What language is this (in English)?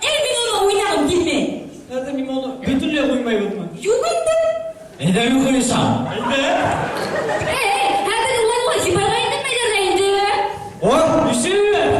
Bashkir